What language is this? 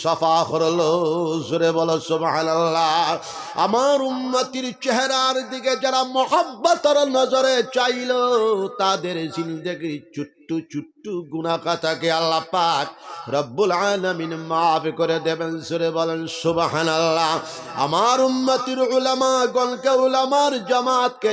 Sylheti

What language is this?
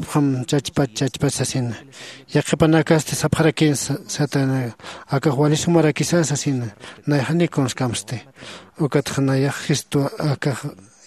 Aymara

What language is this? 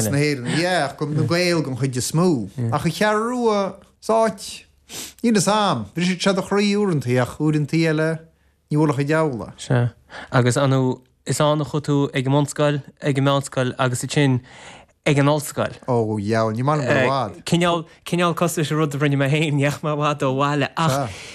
Irish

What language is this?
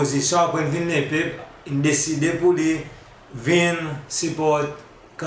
Seselwa Creole French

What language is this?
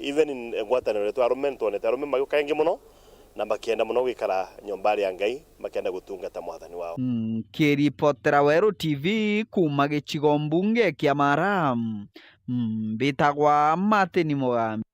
Meru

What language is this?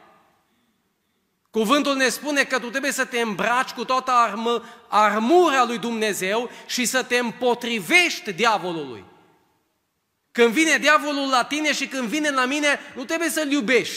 Romanian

